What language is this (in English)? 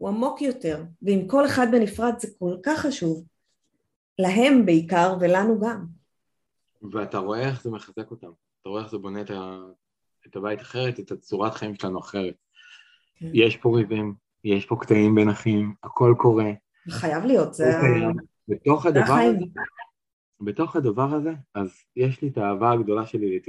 Hebrew